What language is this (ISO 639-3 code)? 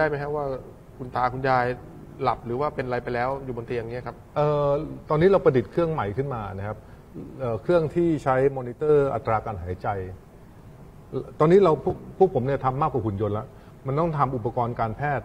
tha